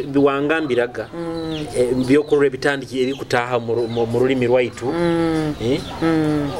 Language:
Nyoro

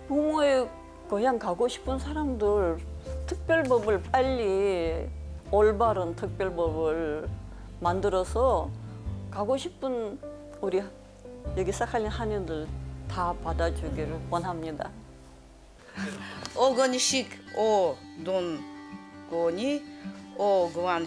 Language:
Korean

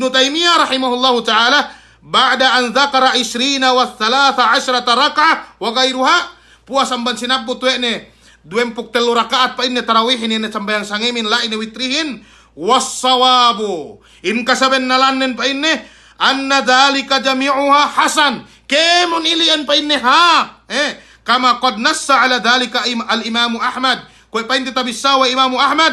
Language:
Yakan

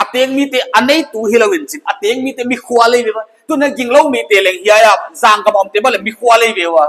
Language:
Paite Chin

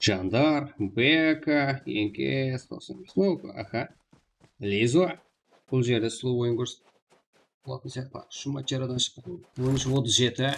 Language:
Kara-Kalpak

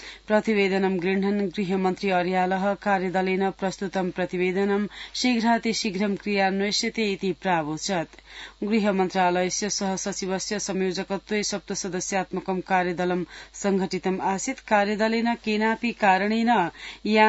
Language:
Sanskrit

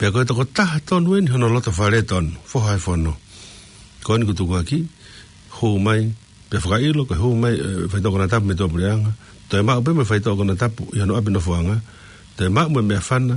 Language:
Tongan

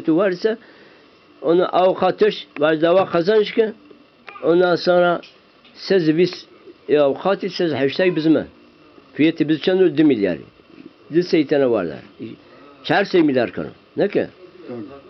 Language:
Zaza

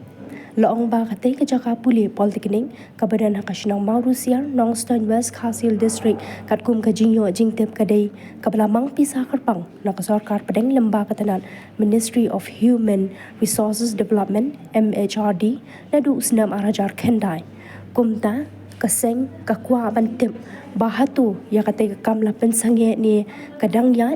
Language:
Khasi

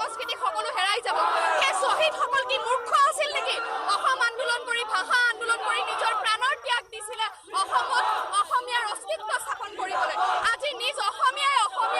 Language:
Assamese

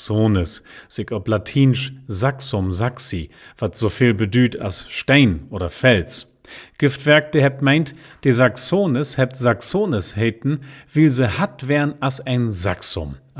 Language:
Low German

